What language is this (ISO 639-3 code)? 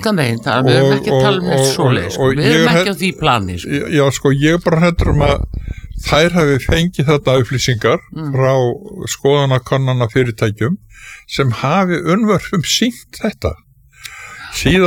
isl